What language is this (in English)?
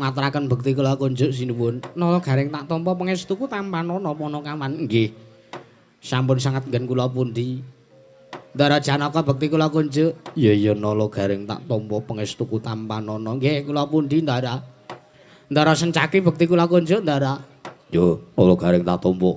Javanese